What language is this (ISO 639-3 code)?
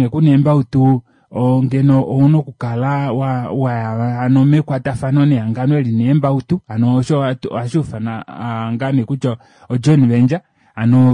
kua